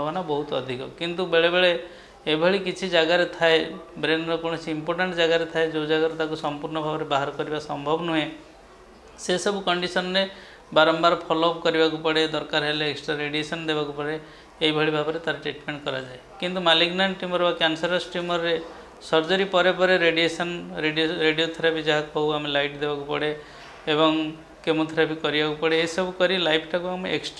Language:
Odia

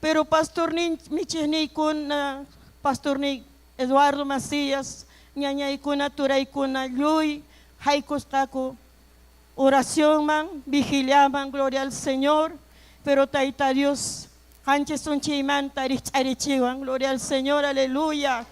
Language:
Ayacucho Quechua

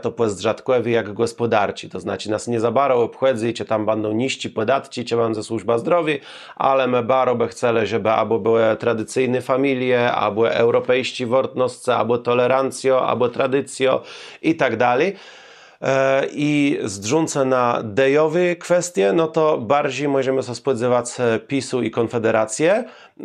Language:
Kashubian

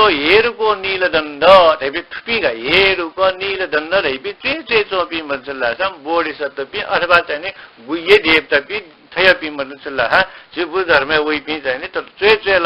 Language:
Newari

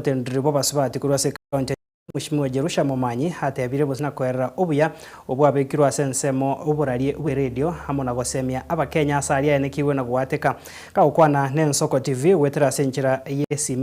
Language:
Gusii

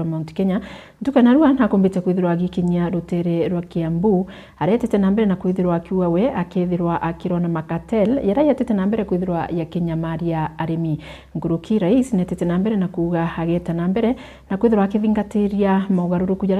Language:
Meru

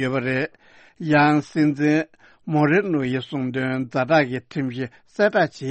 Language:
Tibetan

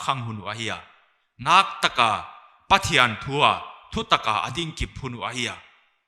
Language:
Paite Chin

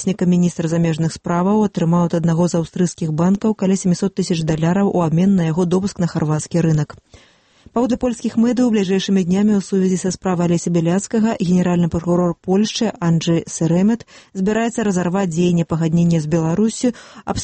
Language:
Belarusian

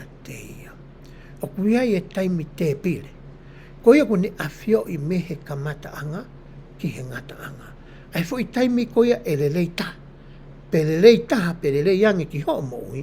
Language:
Tongan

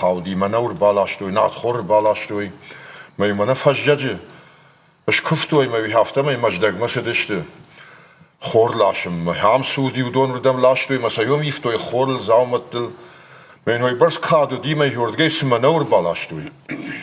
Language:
Ossetic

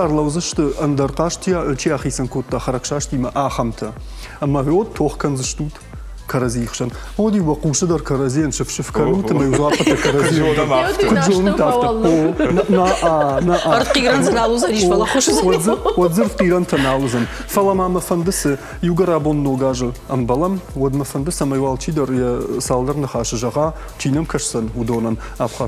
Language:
Ossetic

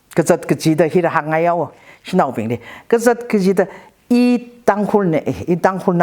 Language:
Tangkhul Naga (India)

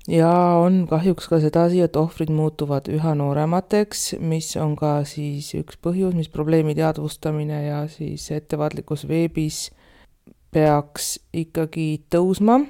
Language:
Estonian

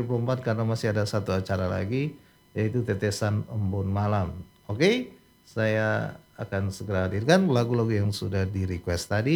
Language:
Indonesian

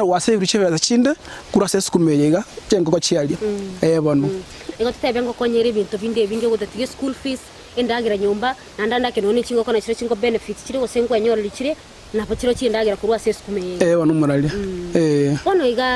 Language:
Gusii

